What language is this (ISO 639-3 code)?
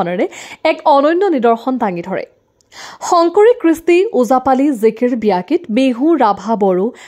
asm